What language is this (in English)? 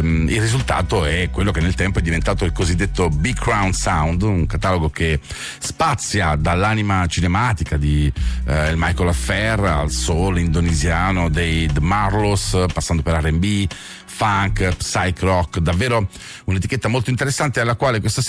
Italian